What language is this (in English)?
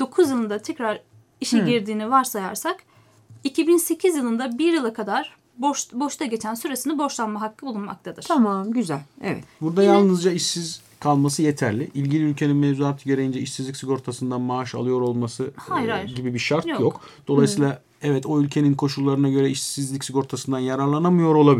Turkish